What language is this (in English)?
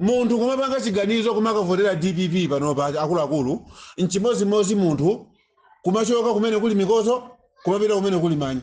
Nyanja